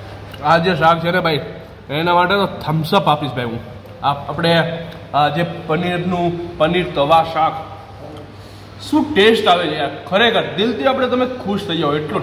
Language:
Gujarati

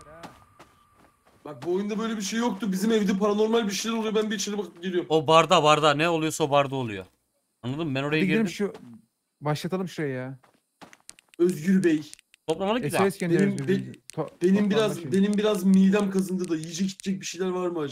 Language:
Turkish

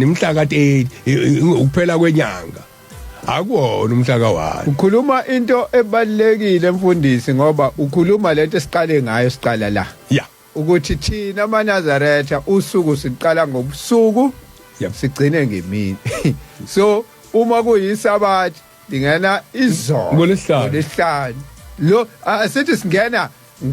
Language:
Zulu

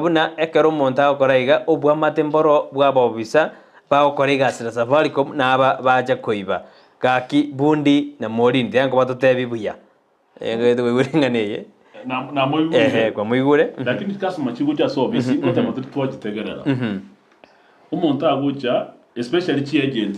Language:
Gusii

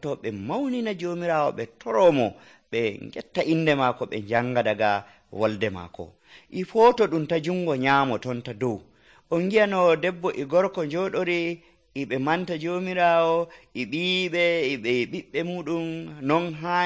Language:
Nigerian Fulfulde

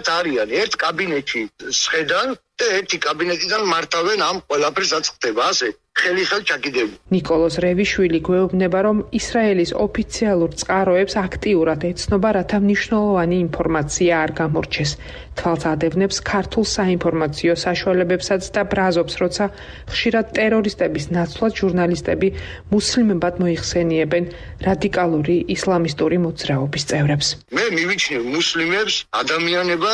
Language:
Georgian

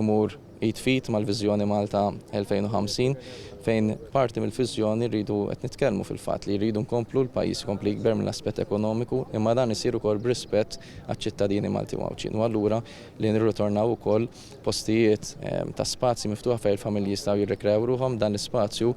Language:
Maltese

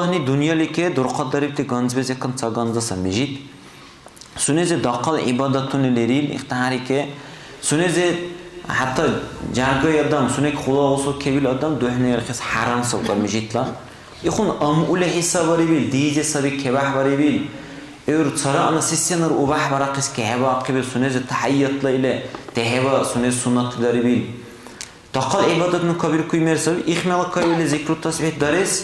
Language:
Dargwa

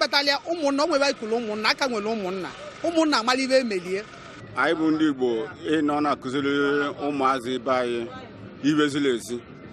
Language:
Igbo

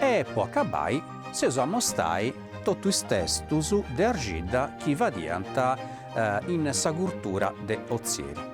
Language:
Sardinian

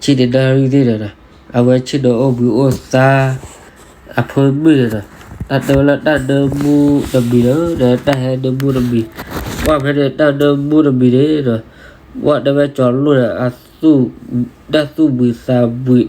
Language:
S'gaw Karen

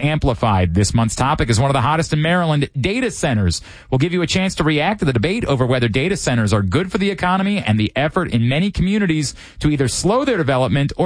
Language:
English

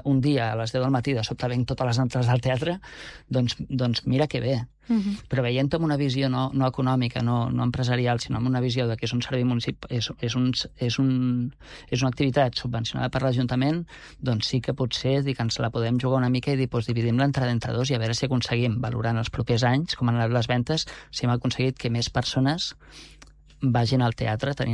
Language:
Catalan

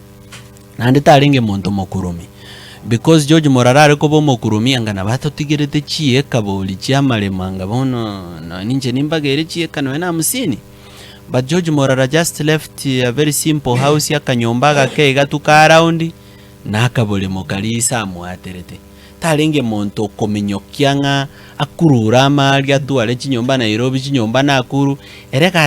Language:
Gusii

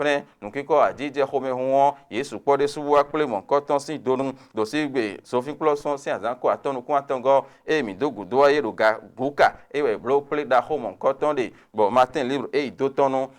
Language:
Fon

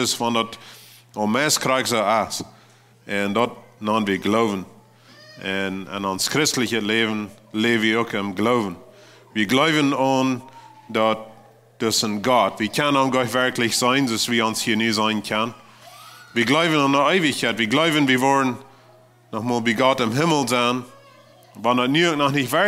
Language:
Plautdietsch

